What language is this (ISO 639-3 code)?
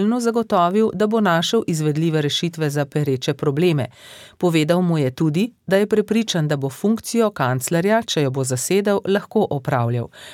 slv